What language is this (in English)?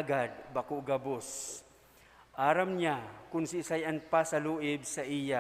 Bikol